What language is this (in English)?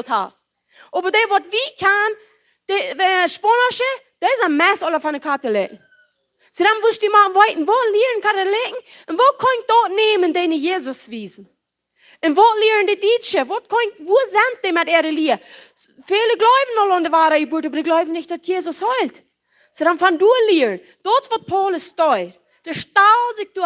Plautdietsch